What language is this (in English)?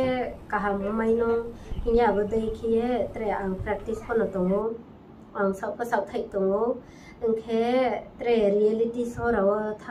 Riang (India)